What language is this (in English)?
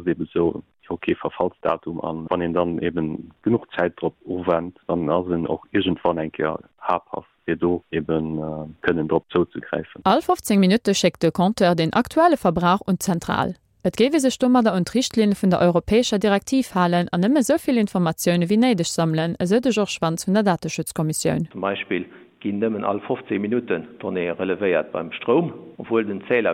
Luxembourgish